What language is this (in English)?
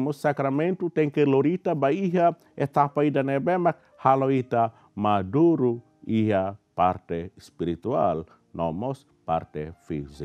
Tetum